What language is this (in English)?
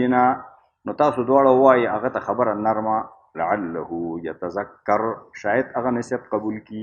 Pashto